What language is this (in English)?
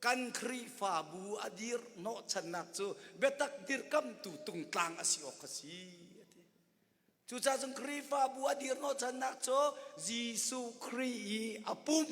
Hakha Chin